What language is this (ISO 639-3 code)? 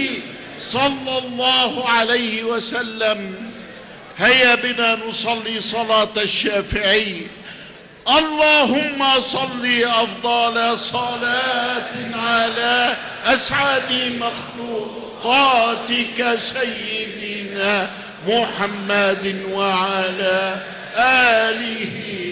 ara